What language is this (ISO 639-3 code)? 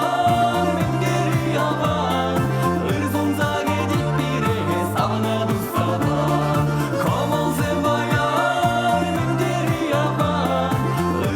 chv